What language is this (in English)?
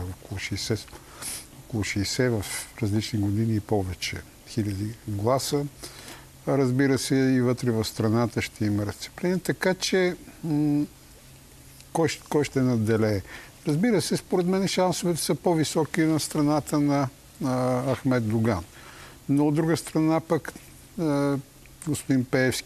Bulgarian